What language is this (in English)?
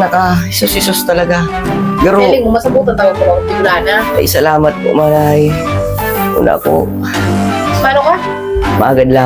Bikol